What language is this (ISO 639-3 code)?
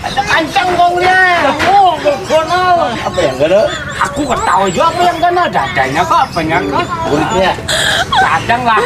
bjn